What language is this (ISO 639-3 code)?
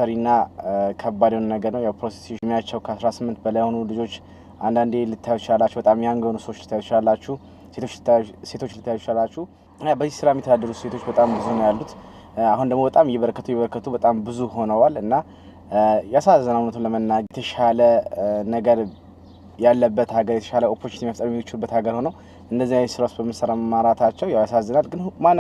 amh